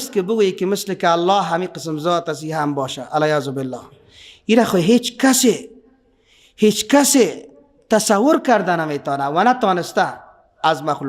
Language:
Persian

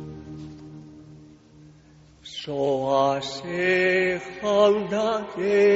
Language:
Basque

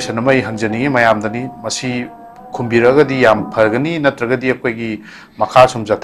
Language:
Manipuri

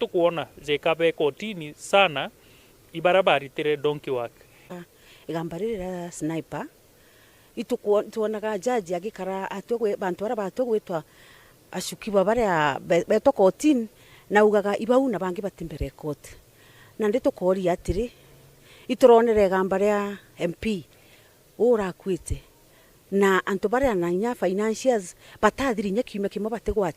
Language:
Meru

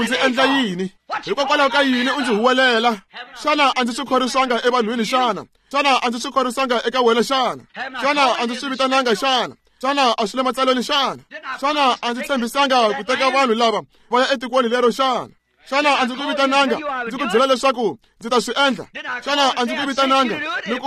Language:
Tsonga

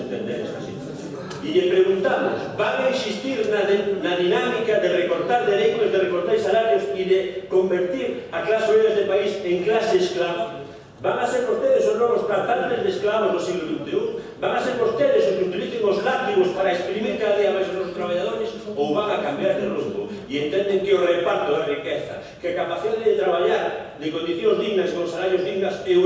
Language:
Galician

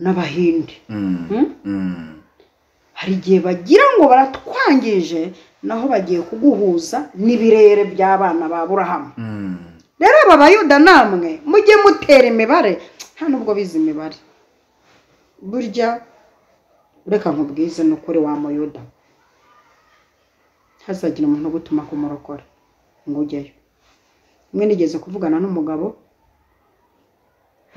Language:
Kinyarwanda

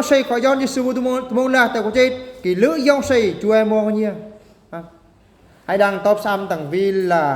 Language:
Eastern Bru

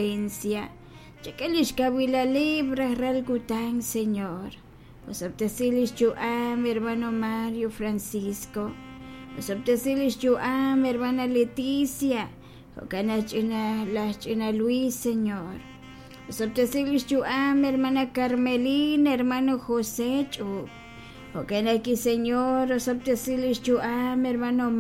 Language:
Kekchí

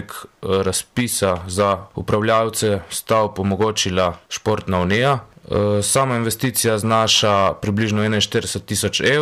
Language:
Slovenian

